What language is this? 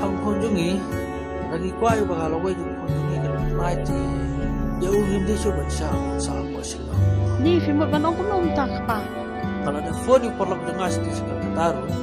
Khasi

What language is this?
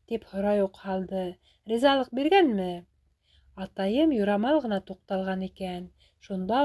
Bashkir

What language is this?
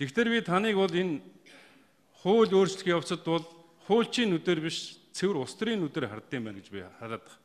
Mongolian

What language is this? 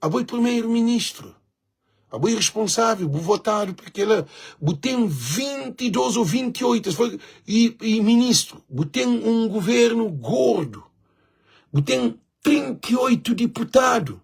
Kabuverdianu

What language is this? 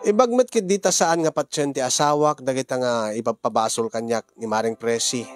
Iloko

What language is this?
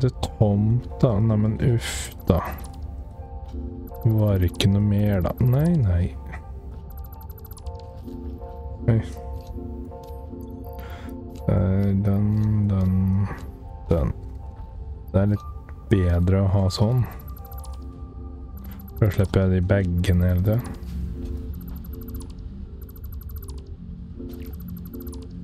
Norwegian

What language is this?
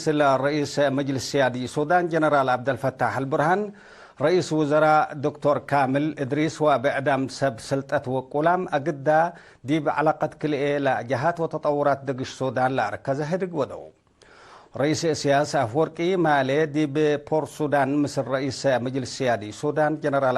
Tigre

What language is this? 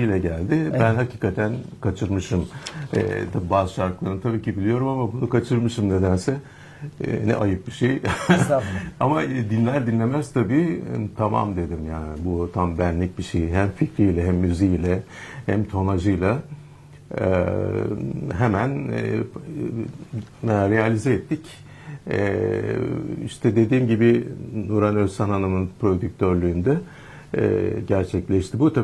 Turkish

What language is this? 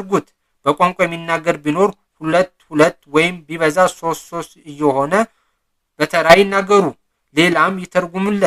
Amharic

